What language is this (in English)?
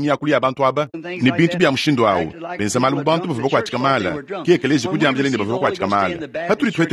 Luba-Lulua